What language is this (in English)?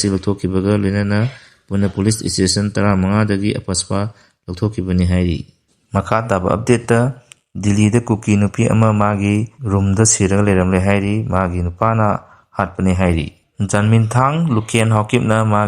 Manipuri